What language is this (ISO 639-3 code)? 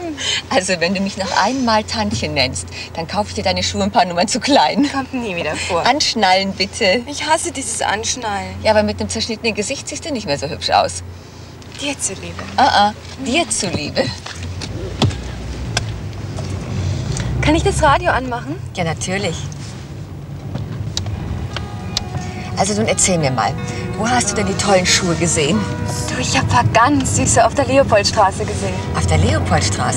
deu